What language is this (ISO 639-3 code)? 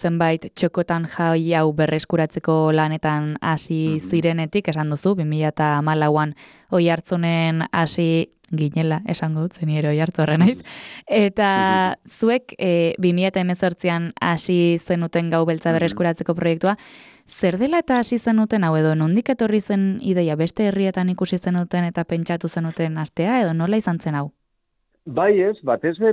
eus